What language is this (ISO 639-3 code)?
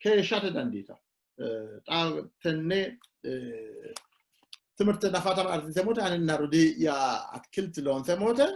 sid